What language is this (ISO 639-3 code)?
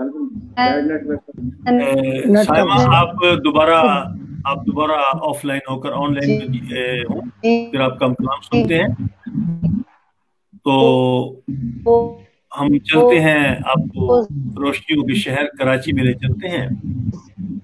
urd